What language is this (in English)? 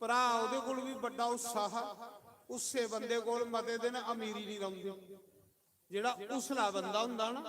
Dogri